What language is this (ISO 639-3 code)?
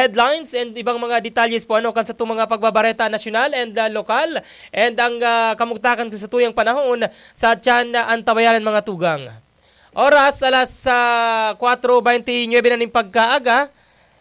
bik